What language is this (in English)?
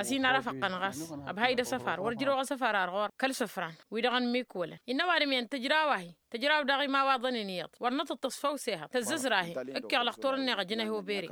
Tamasheq